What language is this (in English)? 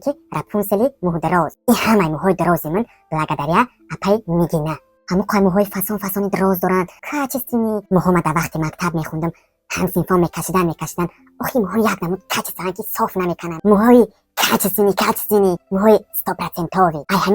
Tajik